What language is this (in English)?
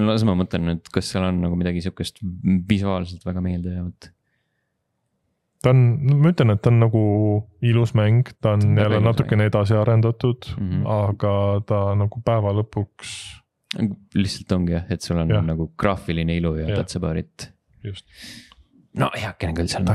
Estonian